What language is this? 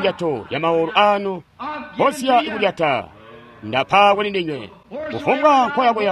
Tonga (Zambia)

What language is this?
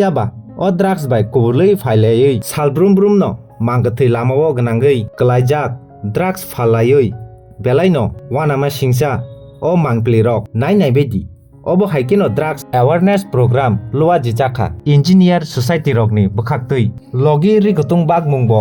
Kok Borok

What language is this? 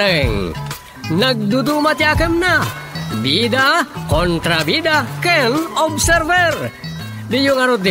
Iloko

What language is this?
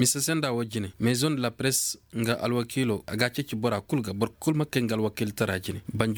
Koyraboro Senni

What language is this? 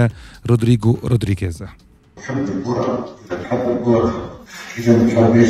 Tunisian Arabic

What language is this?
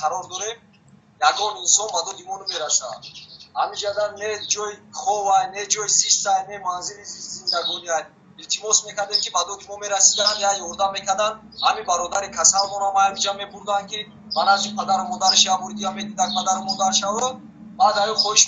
Tajik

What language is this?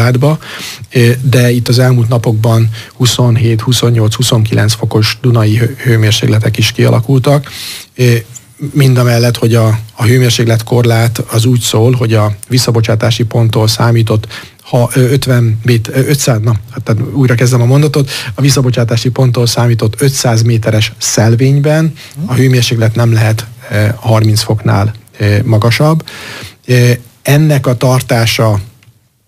Hungarian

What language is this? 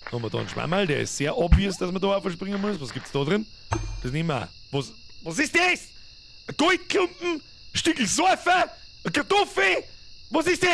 Bavarian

